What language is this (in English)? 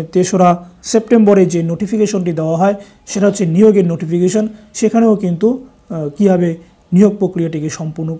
Bangla